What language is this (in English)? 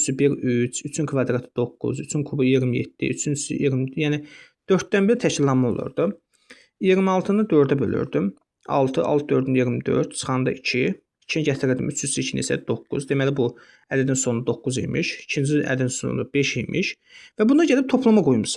Azerbaijani